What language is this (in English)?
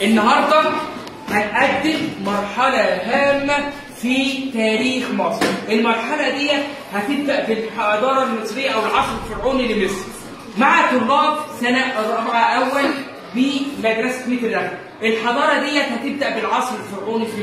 Egyptian Arabic